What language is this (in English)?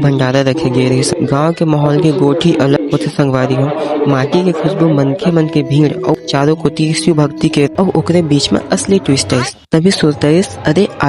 Chhattisgarhi